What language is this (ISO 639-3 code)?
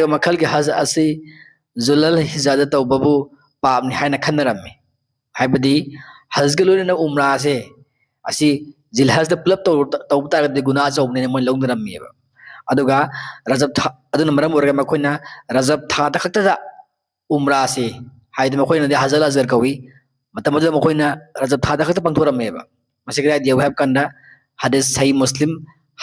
mni